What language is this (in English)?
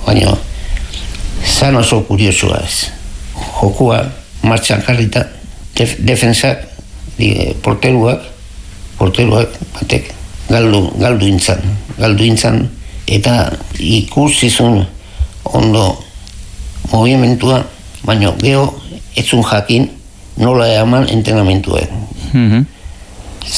Basque